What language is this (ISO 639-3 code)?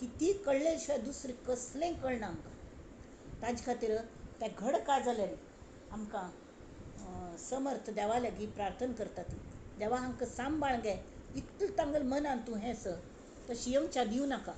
kok